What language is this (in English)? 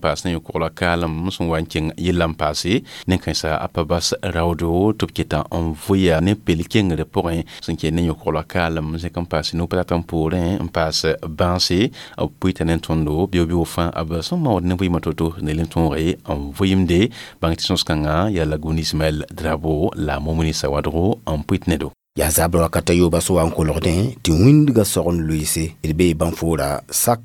Mossi